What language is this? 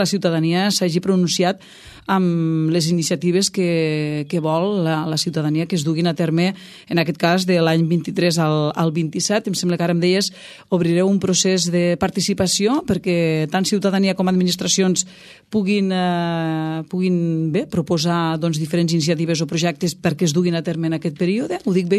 Catalan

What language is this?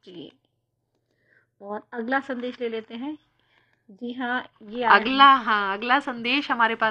Hindi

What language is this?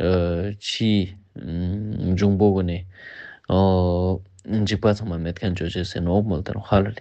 Ladakhi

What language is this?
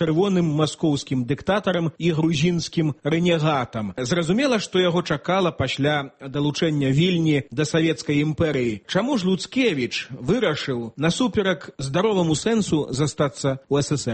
Belarusian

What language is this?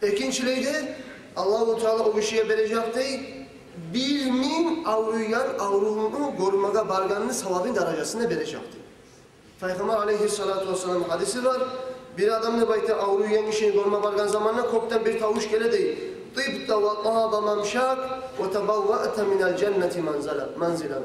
Kumyk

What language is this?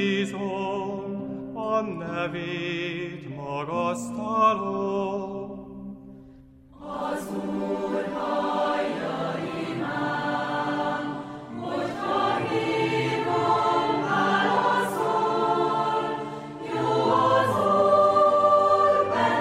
Hungarian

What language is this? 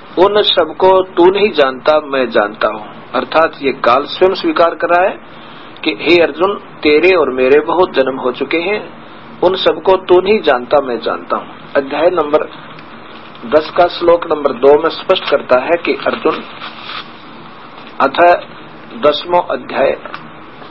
Hindi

